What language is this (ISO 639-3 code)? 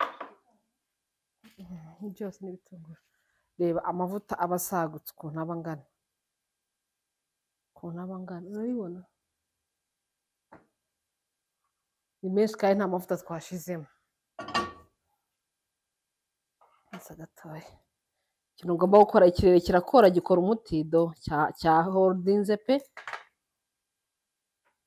kin